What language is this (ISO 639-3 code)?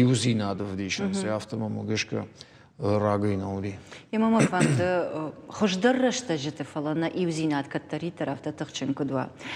oss